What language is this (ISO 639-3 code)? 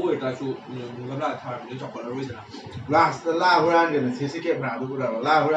mni